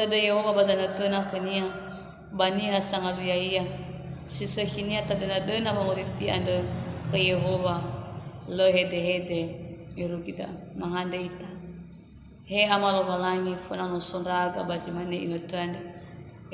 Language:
Nias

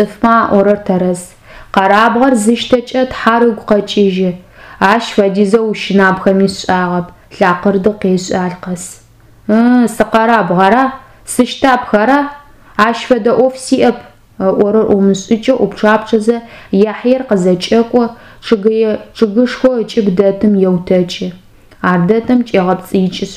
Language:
Adyghe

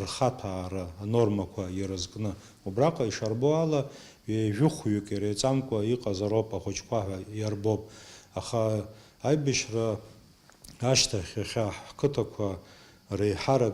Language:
Abkhazian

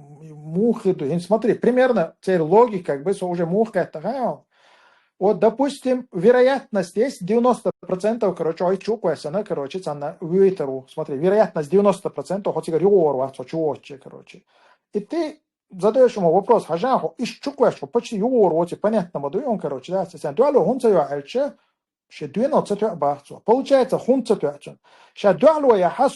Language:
Chechen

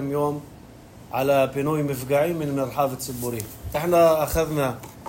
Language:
North Levantine Arabic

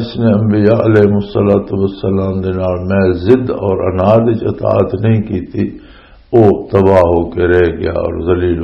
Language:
Western Panjabi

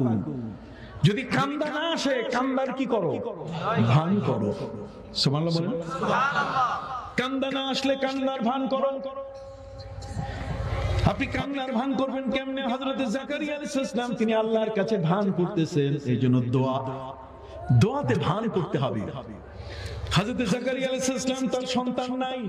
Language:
Bangla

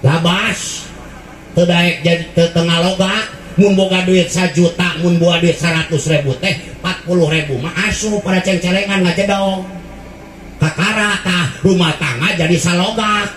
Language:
Sundanese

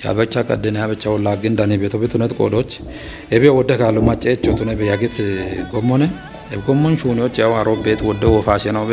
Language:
Kafa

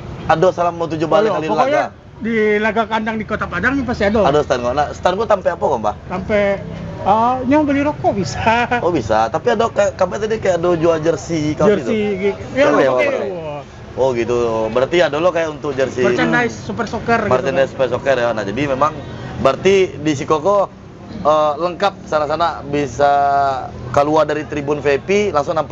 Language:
Minangkabau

